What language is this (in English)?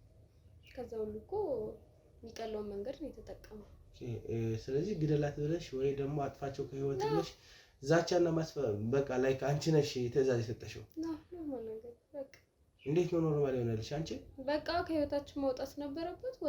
Amharic